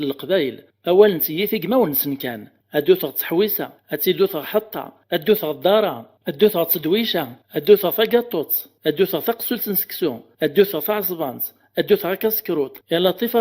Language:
Kabyle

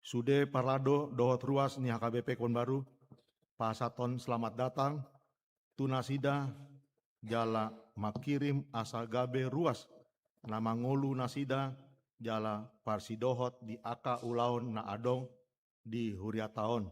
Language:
Batak Toba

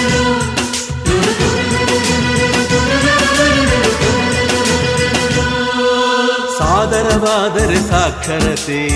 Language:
Kannada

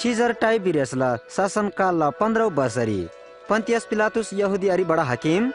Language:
Eastern Tamang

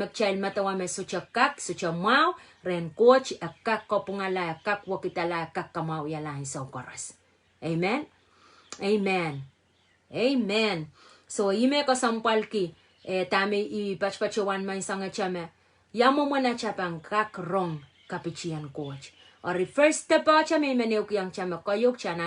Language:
Pohnpeian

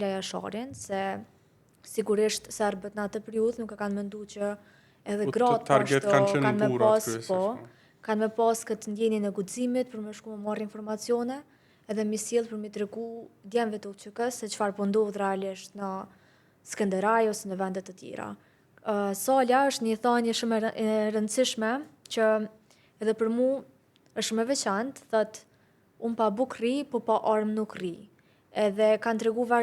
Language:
Albanian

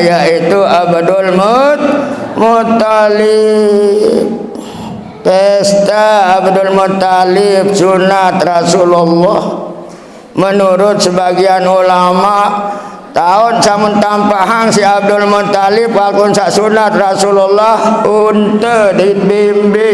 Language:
Sasak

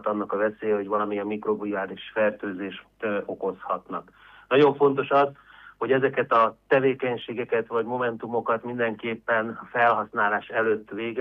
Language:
Hungarian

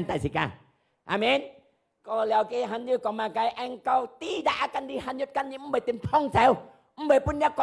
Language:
Hakka Chinese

